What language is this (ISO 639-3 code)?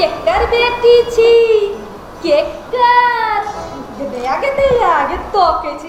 mai